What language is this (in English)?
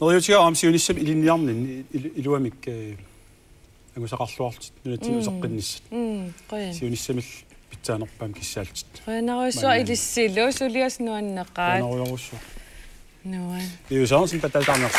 Kalaallisut